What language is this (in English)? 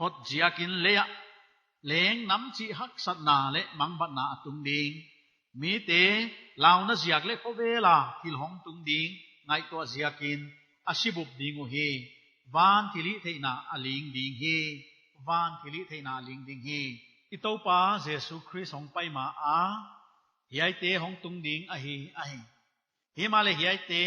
Paite Chin